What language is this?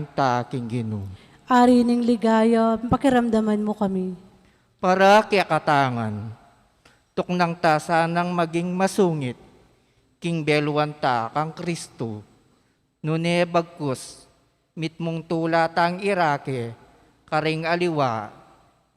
Pampanga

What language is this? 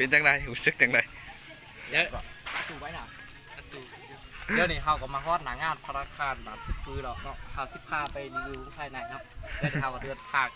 Lao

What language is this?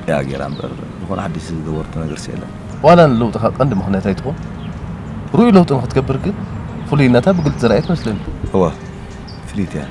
Tigrinya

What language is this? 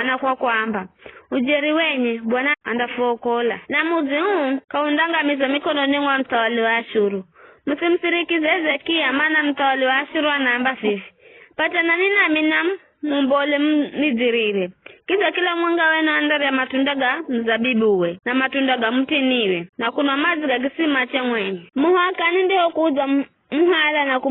Giryama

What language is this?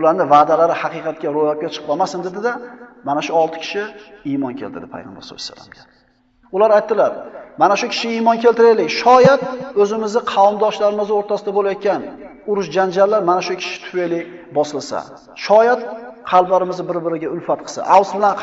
Uzbek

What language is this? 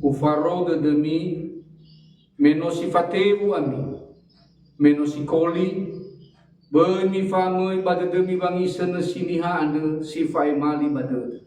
Nias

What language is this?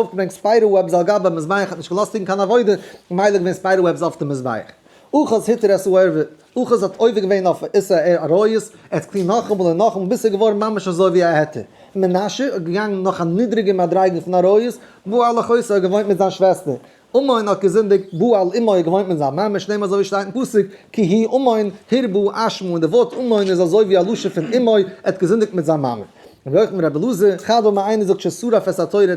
Yiddish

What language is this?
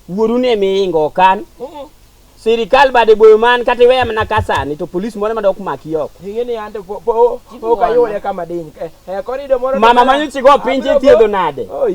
Luo (Kenya and Tanzania)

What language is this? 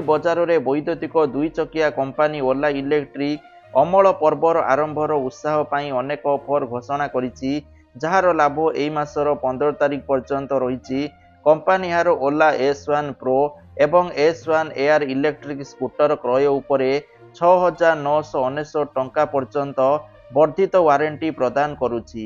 Odia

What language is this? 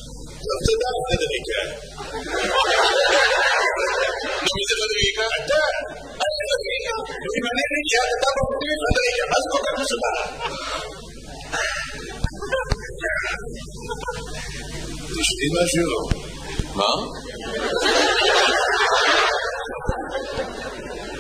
Hebrew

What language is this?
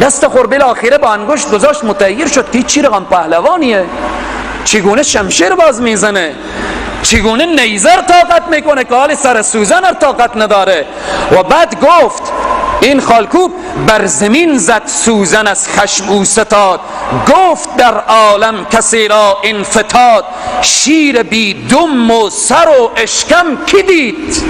Persian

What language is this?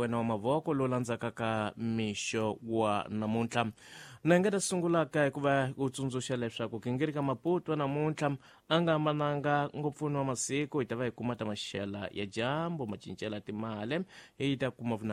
Tsonga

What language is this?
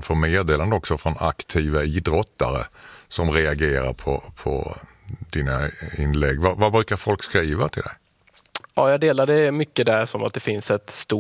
Swedish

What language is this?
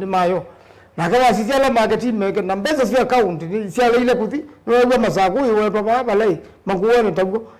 Kamba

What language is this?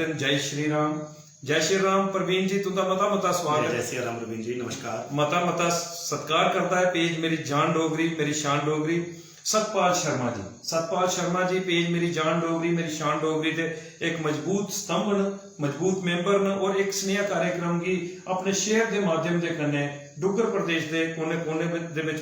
Dogri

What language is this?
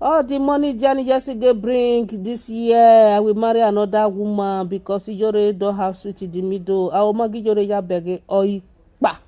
Nigerian Pidgin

